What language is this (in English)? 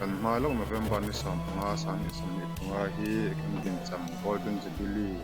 Mizo